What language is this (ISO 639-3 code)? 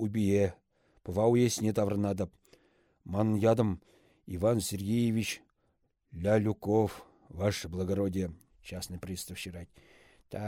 chv